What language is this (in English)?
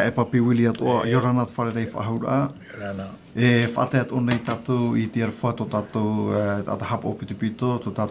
Tahitian